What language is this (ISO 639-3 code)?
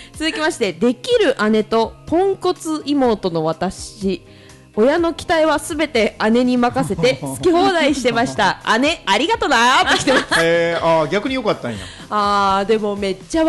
jpn